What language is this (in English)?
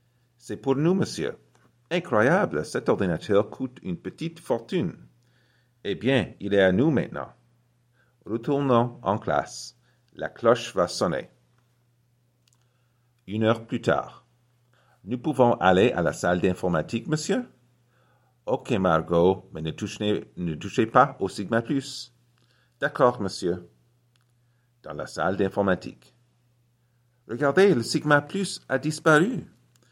French